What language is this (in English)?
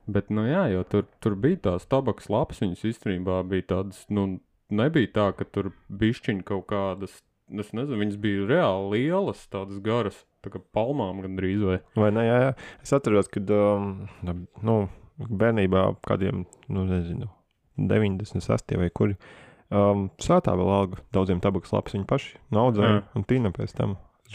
Latvian